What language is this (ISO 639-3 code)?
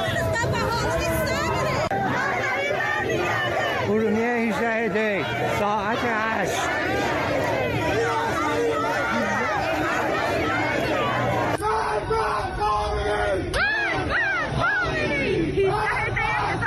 fas